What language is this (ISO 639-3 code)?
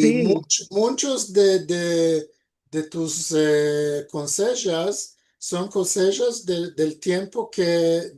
lad